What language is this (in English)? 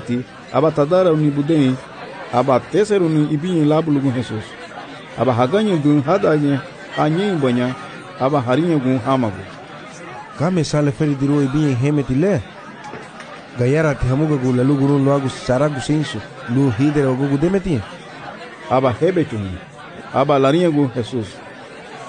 Garifuna